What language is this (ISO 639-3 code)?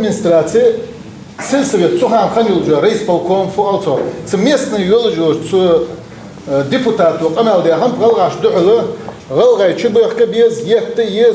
inh